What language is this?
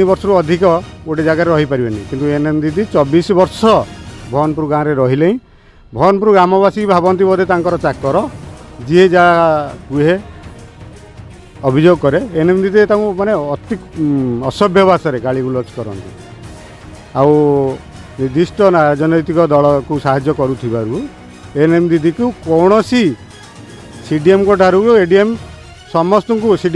Odia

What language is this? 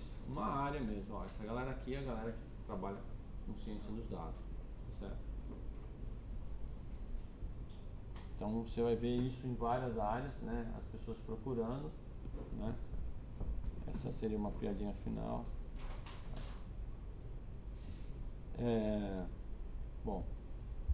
Portuguese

